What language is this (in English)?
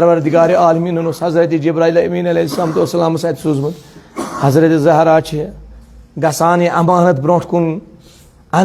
Kashmiri